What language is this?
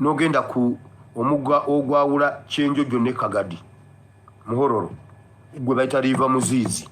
Ganda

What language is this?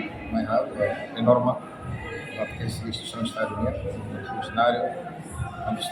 Tetum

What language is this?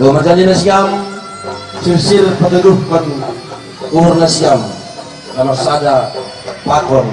Batak Simalungun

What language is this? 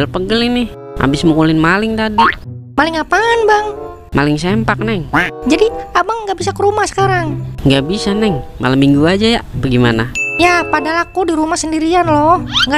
Betawi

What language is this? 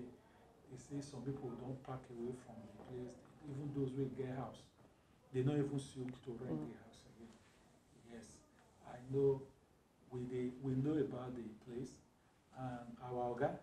Nigerian Pidgin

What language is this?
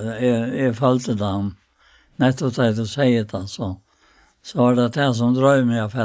Faroese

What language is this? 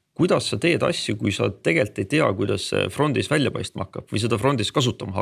Estonian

